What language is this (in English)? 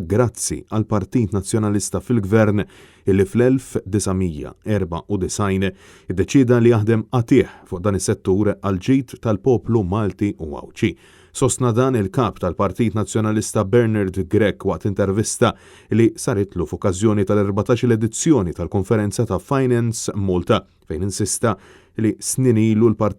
Maltese